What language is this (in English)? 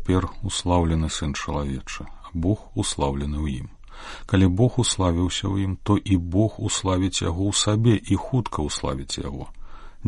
Belarusian